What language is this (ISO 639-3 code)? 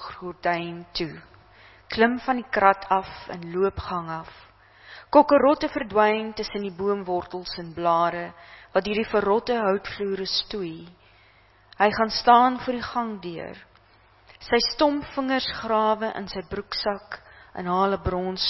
afr